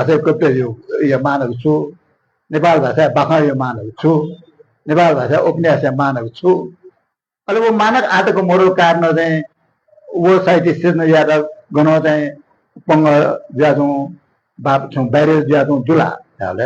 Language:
Newari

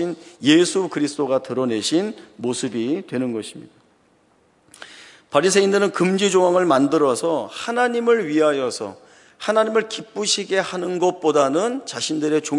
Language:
Korean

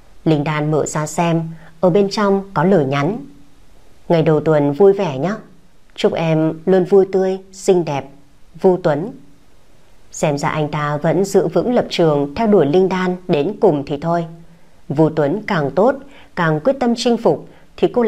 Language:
Vietnamese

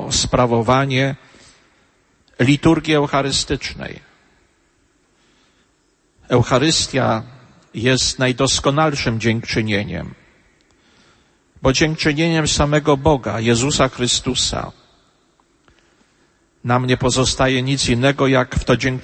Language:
Polish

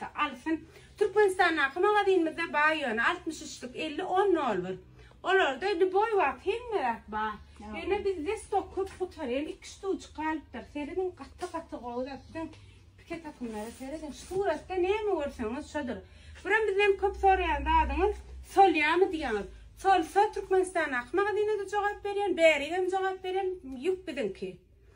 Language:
Turkmen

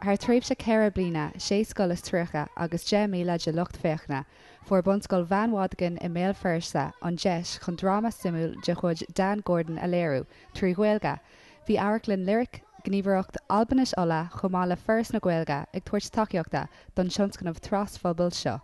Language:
Irish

